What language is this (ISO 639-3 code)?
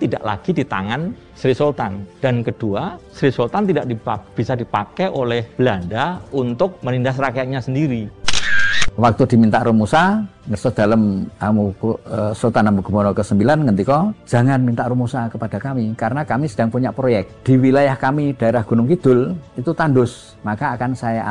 ind